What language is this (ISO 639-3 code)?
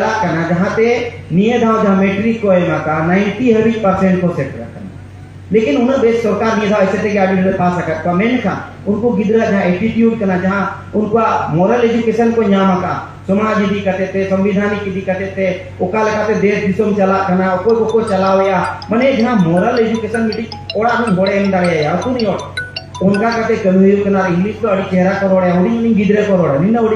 sat